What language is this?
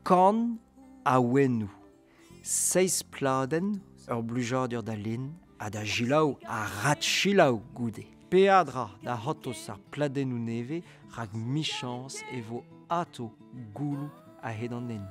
Breton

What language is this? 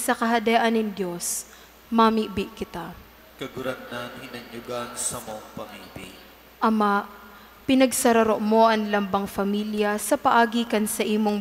Bikol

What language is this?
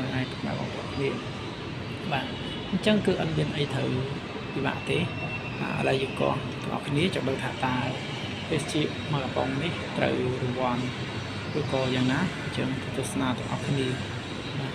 Khmer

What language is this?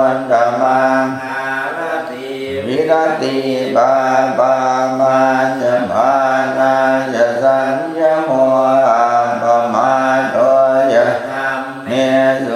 Pali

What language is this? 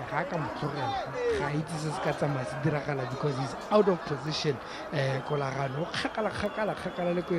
Tswana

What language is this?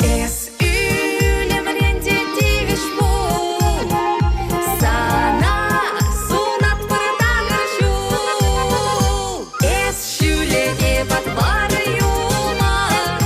Chuvash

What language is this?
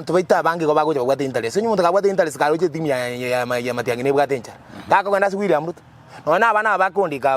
Gusii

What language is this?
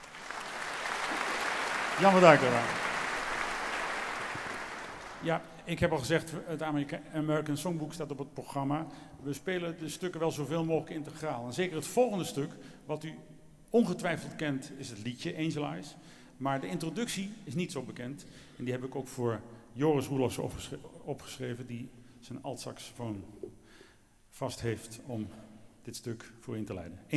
Dutch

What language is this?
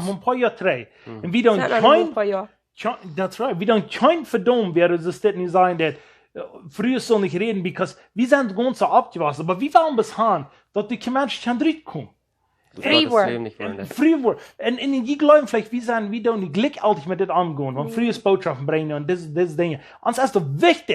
Plautdietsch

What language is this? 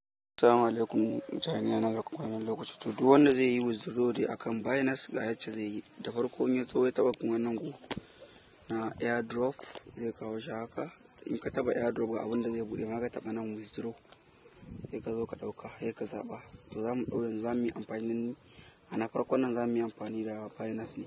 Hausa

